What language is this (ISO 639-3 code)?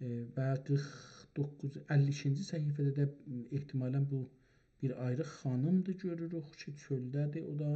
azb